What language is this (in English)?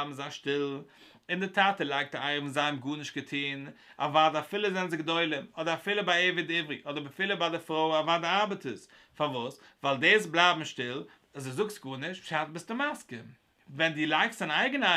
Yiddish